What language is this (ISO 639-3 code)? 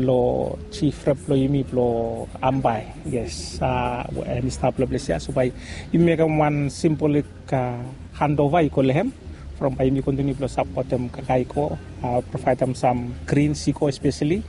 bis